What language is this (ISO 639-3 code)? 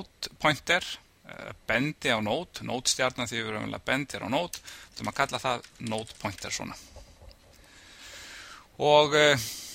isl